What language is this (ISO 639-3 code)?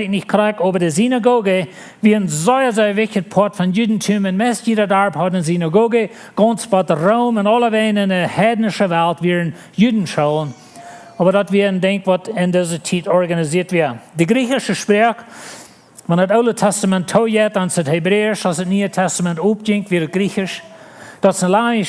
pdt